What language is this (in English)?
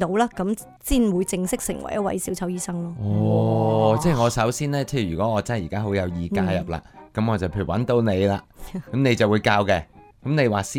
Cantonese